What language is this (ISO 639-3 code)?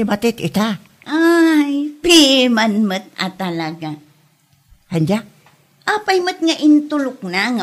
ilo